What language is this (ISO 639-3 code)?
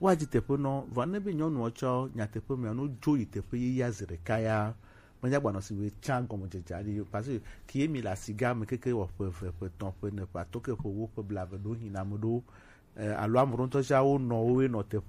gej